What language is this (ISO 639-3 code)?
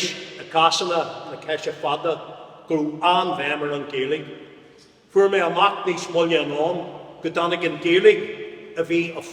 gle